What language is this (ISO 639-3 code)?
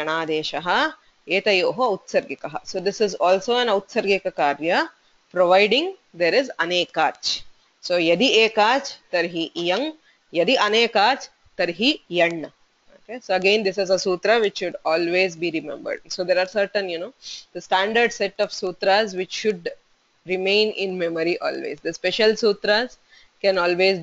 san